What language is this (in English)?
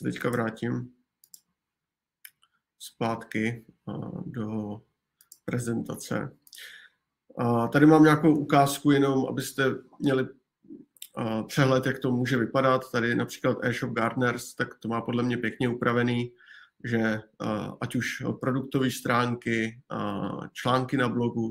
Czech